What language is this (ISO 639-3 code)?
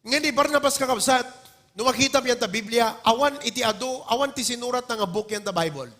ilo